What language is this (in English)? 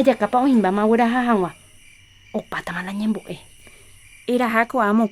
Guarani